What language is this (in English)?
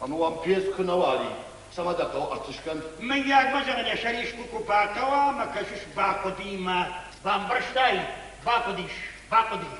Ossetic